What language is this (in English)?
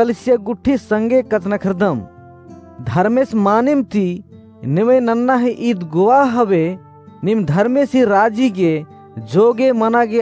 Kurukh